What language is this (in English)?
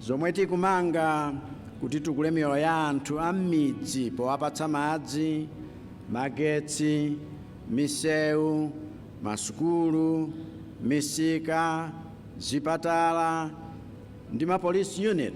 Nyanja